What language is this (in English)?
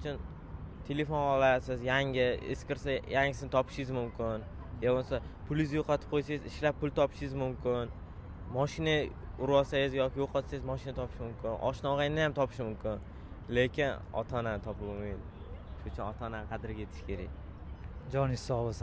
Uzbek